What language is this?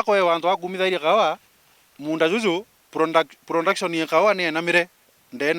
Meru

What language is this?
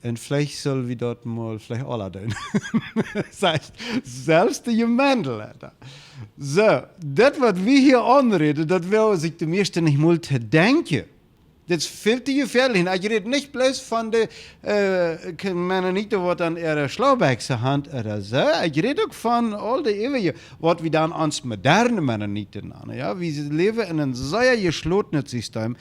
Plautdietsch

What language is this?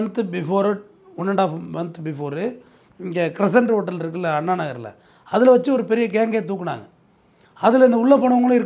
Tamil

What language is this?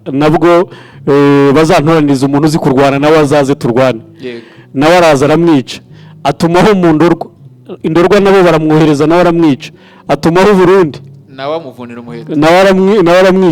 Kinyarwanda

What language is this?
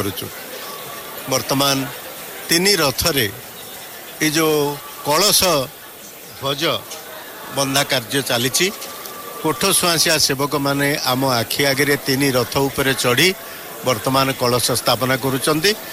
Odia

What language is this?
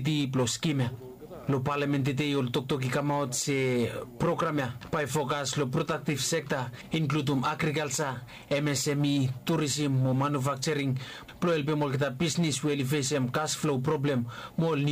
Bislama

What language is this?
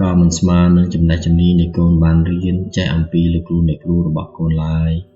Khmer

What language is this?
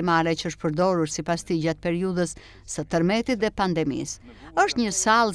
Albanian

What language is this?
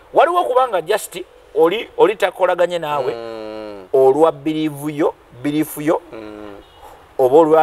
Ganda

